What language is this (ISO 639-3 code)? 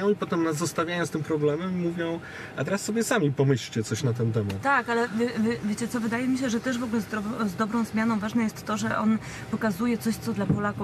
pol